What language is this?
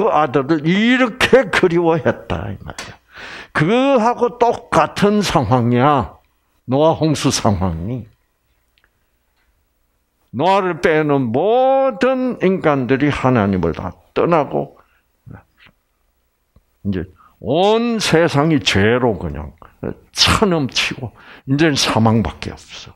Korean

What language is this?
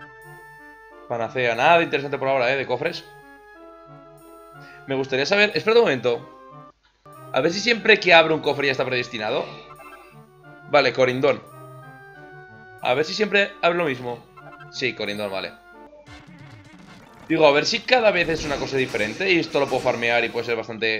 Spanish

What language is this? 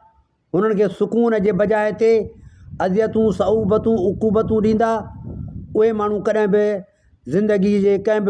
Sindhi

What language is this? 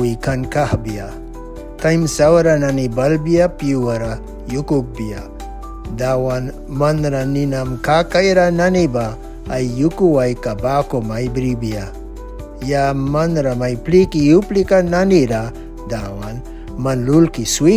Mískito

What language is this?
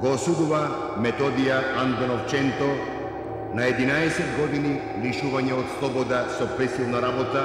Macedonian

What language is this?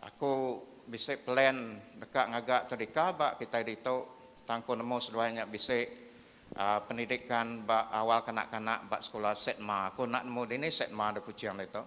Iban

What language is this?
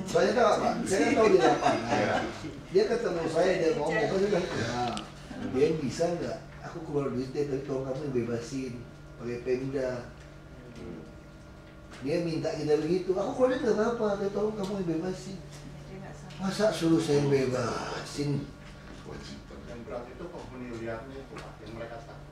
Indonesian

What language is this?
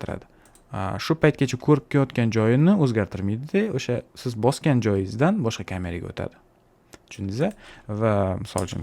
Uzbek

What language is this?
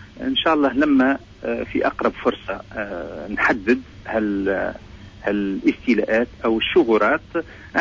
Tunisian Arabic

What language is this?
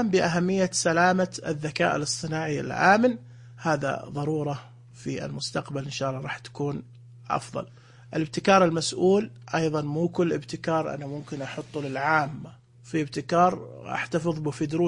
Najdi Arabic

